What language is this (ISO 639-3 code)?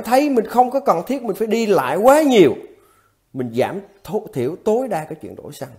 vie